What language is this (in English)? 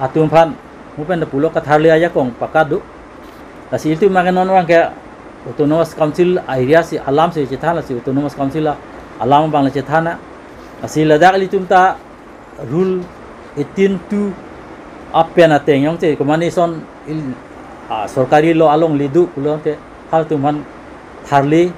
Karbi